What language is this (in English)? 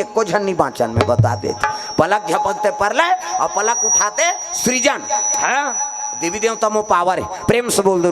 Chhattisgarhi